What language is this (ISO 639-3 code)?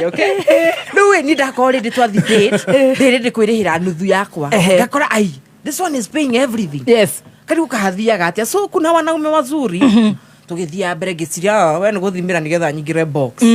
kik